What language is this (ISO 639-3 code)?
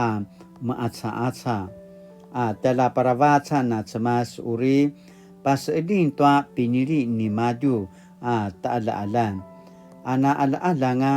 pwn